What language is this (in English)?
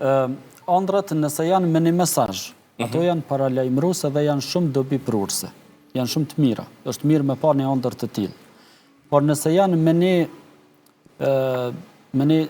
Albanian